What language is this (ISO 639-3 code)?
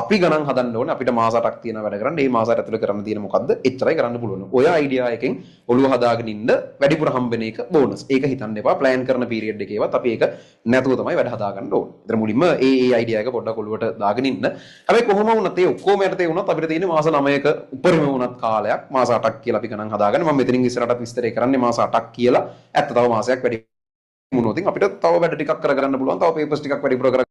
sin